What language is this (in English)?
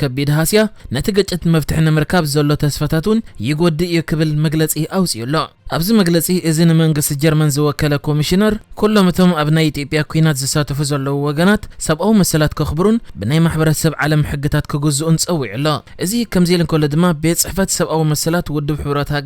Tigrinya